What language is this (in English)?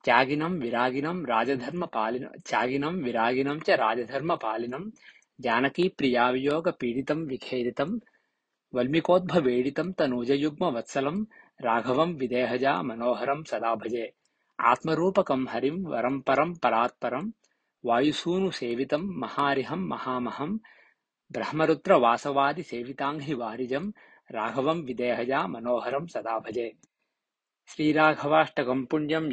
Sanskrit